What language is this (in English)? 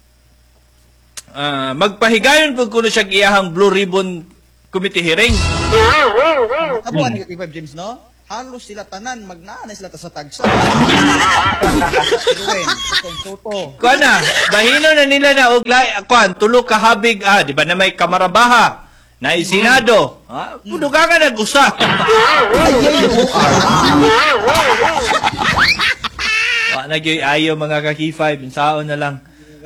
Cebuano